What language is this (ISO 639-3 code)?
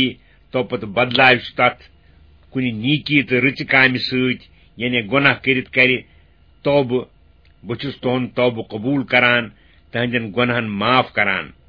kas